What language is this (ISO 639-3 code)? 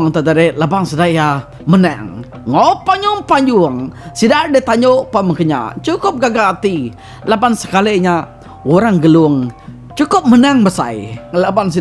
iba